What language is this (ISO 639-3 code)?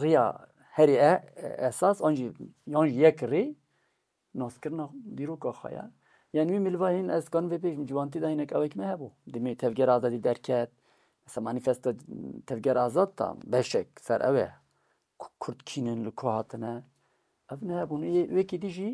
kur